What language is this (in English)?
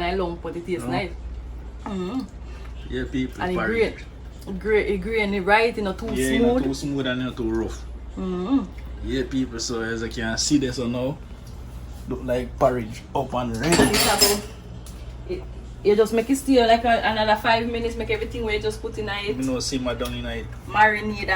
Jamaican Creole English